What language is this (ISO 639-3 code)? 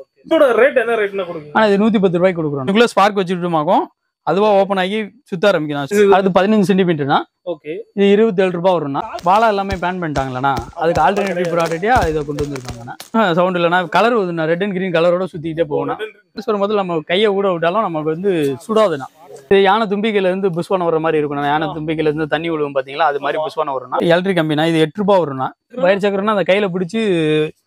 tam